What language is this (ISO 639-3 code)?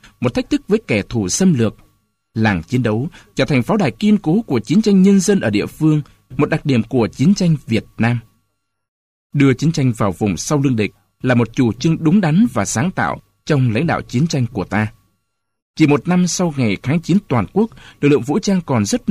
vie